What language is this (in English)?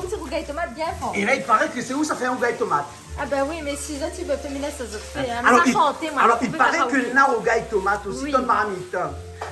Réunion Creole French